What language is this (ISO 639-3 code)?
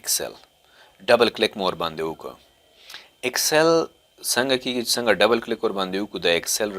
pus